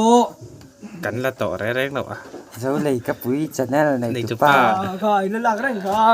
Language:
Mizo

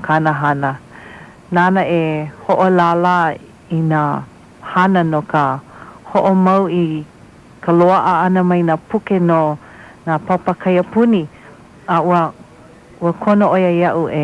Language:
Hawaiian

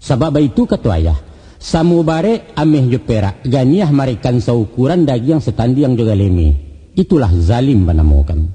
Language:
Minangkabau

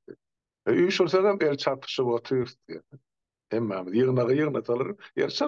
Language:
Turkmen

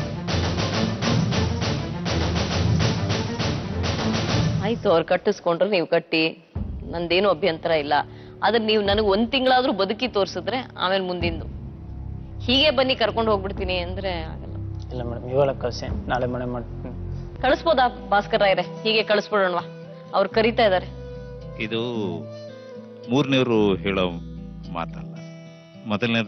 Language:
Kannada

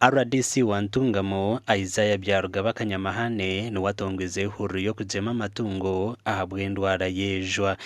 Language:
Nyankole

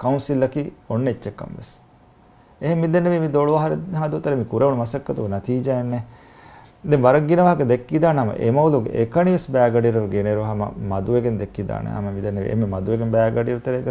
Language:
Divehi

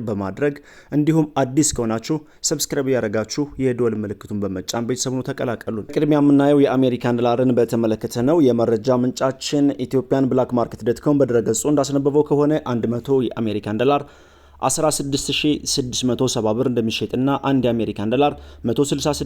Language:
Amharic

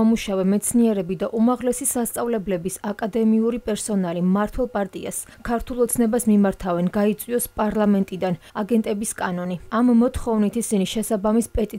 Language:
Georgian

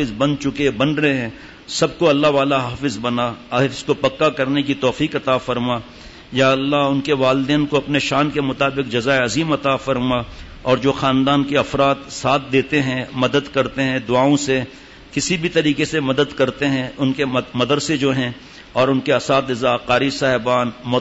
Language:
Urdu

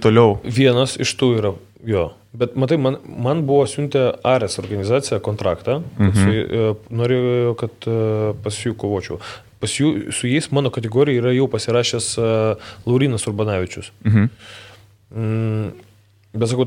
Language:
Lithuanian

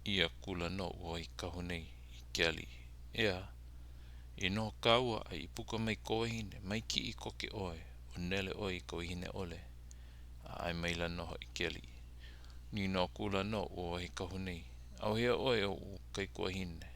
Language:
Hawaiian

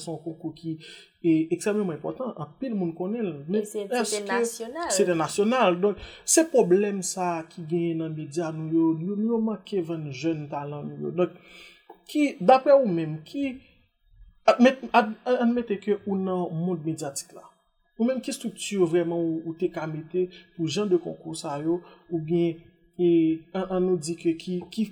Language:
Haitian Creole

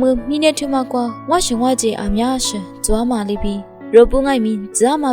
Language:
Lisu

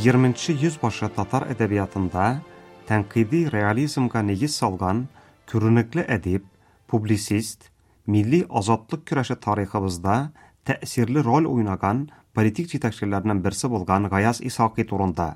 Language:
Tatar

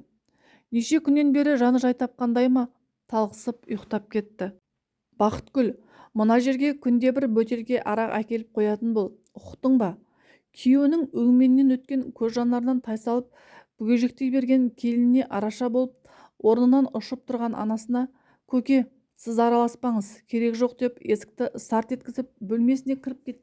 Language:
Kazakh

